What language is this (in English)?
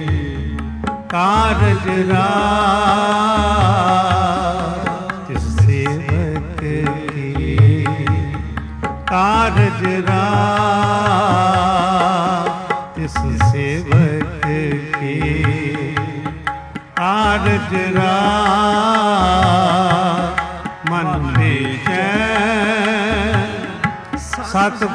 Punjabi